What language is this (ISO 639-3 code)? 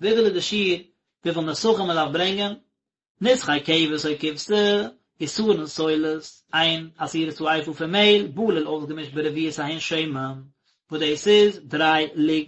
yid